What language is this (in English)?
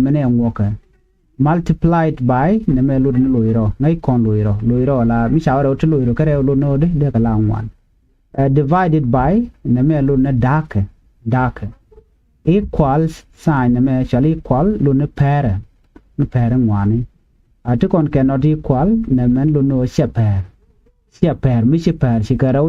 Nuer